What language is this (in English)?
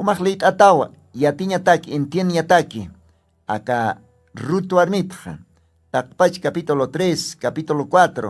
Aymara